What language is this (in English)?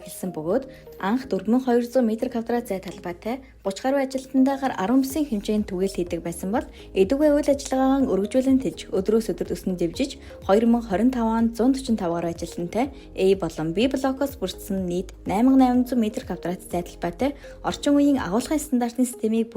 Mongolian